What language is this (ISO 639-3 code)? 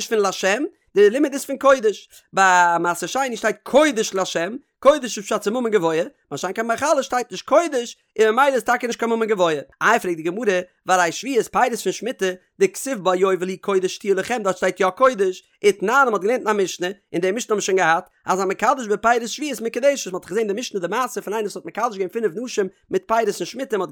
yid